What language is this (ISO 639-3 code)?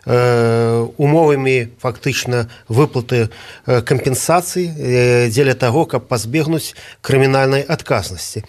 bel